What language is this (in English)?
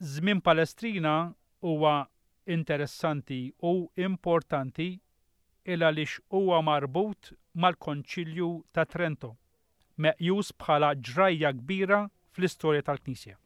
Maltese